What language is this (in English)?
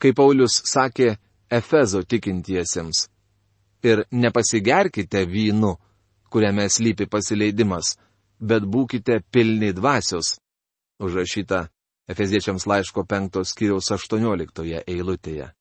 Lithuanian